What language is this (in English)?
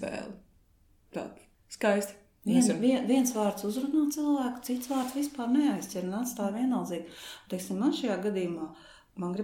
Latvian